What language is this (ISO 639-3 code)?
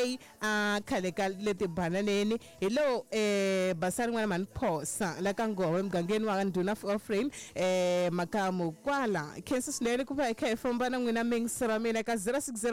tso